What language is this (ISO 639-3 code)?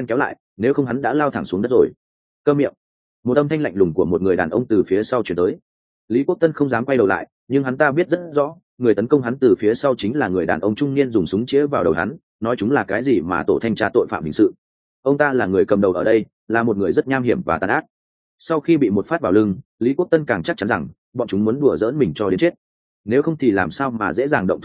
vie